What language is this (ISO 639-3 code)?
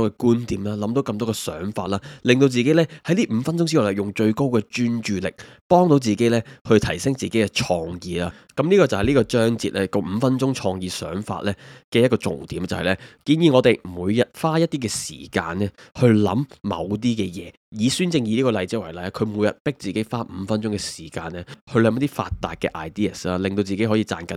yue